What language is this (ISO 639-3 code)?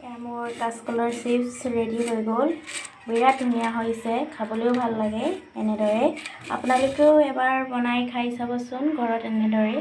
asm